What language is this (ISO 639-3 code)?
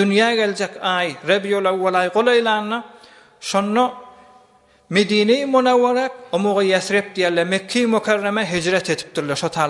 tuk